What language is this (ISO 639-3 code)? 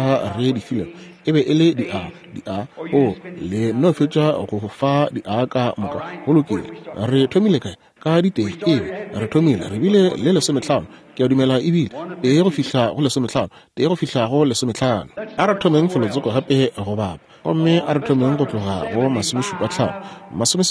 nso